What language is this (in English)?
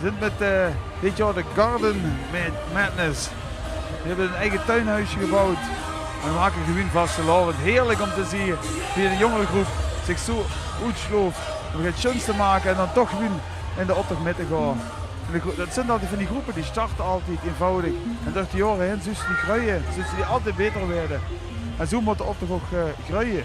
Limburgish